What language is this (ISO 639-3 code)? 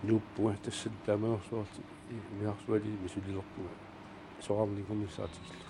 kal